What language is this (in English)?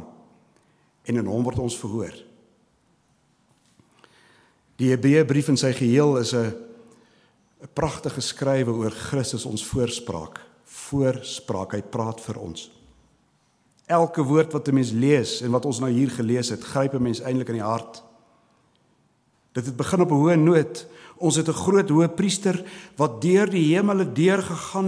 Afrikaans